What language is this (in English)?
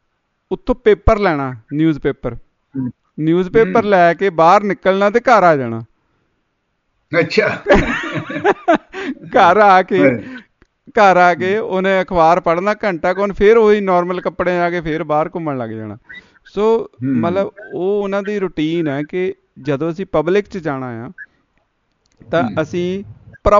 Punjabi